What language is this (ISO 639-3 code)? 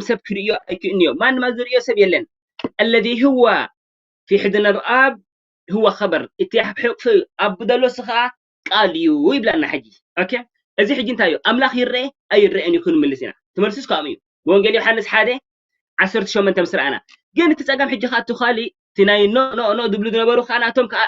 tir